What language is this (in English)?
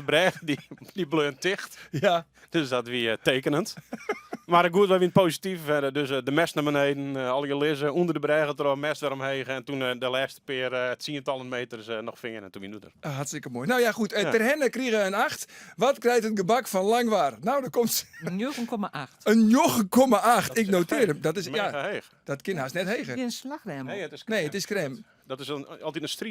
Western Frisian